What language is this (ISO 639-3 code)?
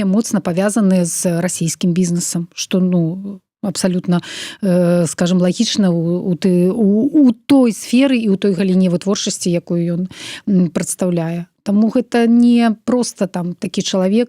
bel